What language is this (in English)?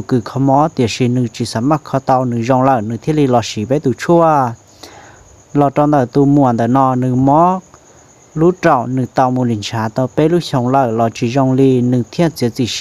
Hmong